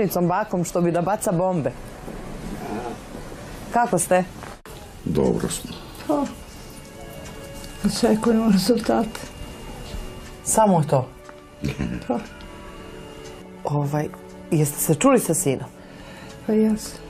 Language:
Serbian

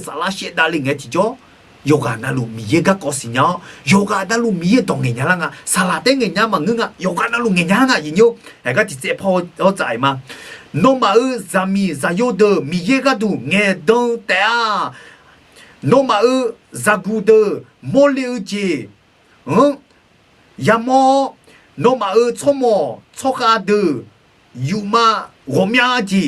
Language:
Akha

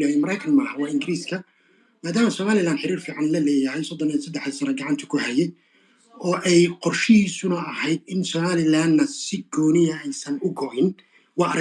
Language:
Somali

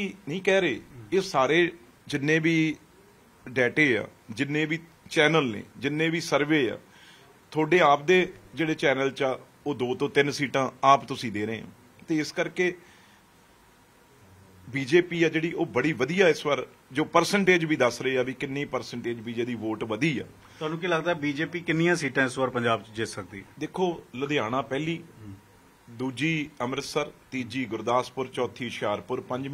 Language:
Punjabi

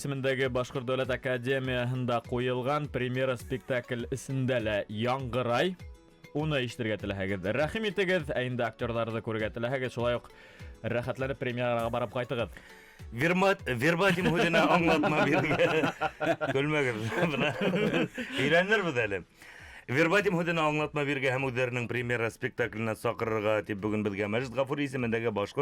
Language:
Bashkir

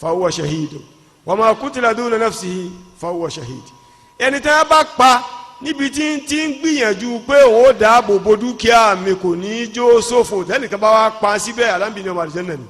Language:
Yoruba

